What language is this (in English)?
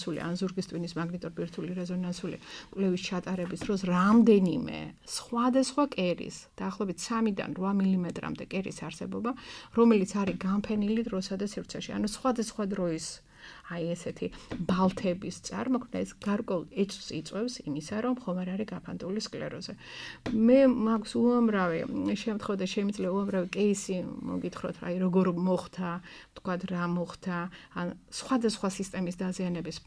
Georgian